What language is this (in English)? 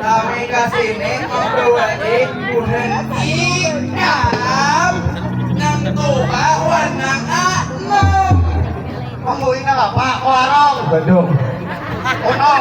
Banjar